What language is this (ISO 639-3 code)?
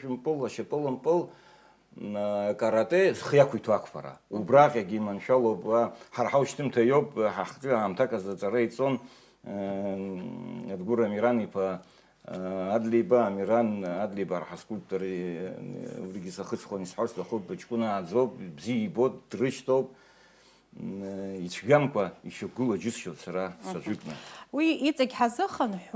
abk